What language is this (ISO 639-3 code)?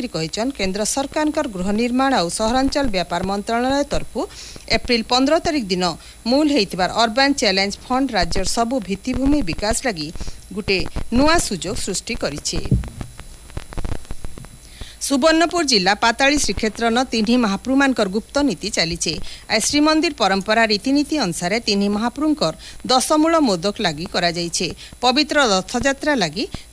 ori